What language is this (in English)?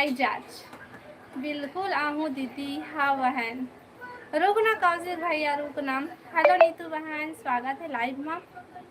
Chhattisgarhi